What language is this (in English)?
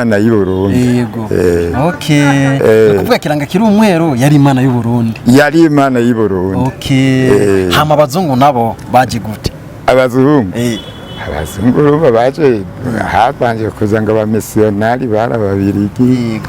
Rundi